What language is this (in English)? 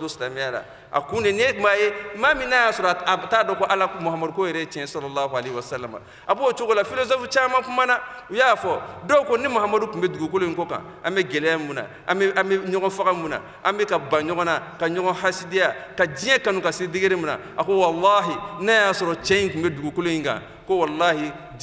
Bambara